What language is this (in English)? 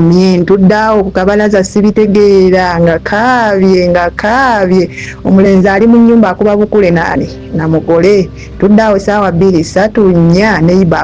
Ganda